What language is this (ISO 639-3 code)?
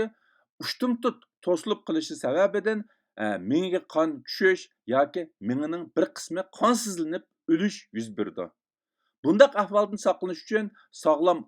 uig